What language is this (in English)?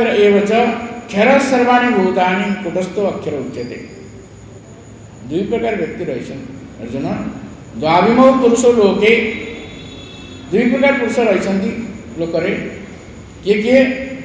Odia